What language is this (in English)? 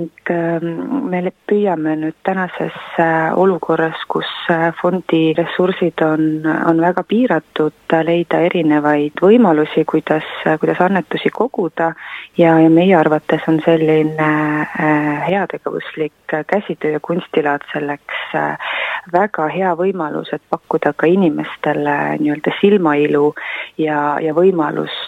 Estonian